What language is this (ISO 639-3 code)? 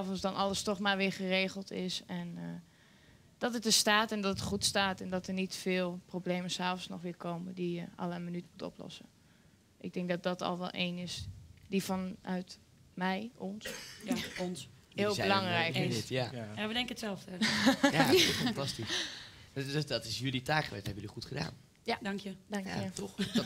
nld